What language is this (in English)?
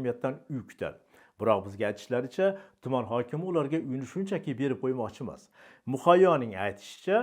Uzbek